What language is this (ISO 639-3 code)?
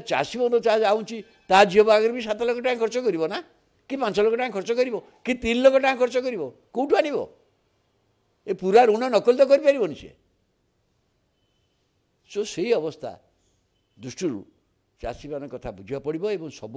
ori